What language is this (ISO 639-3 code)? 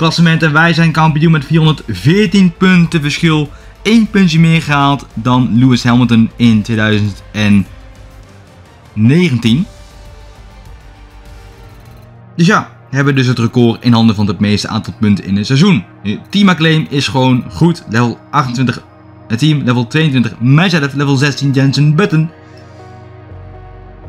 nld